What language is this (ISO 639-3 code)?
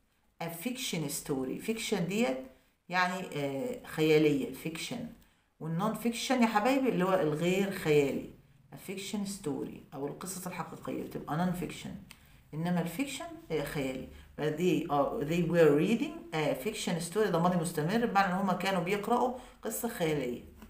arz